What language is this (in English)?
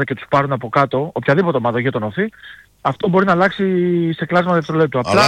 Greek